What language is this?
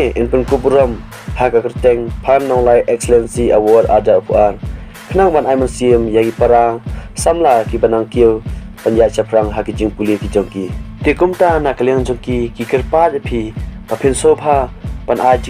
Khasi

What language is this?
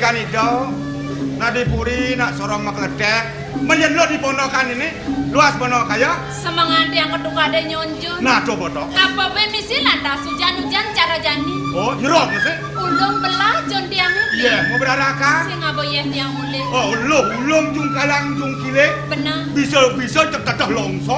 Balinese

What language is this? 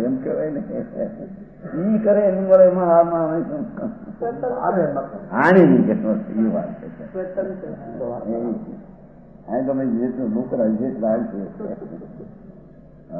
Gujarati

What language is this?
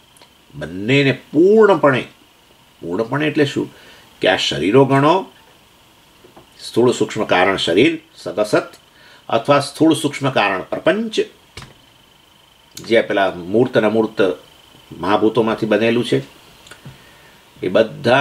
Gujarati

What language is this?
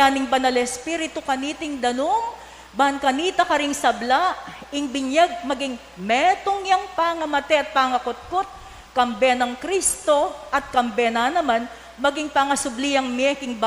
Pampanga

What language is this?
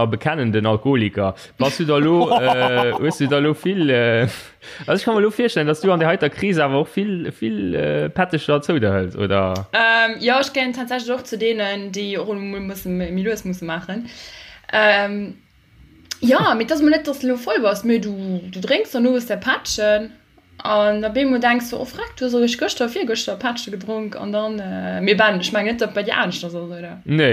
Luxembourgish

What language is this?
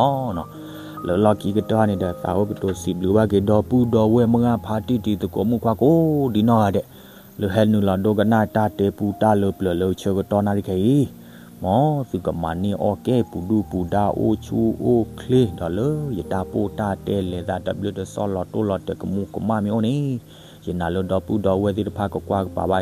S'gaw Karen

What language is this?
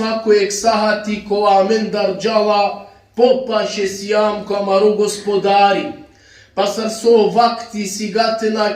Balkan Romani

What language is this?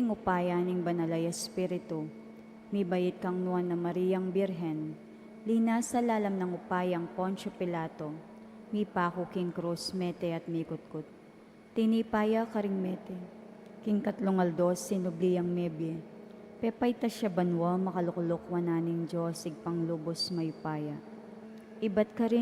Pampanga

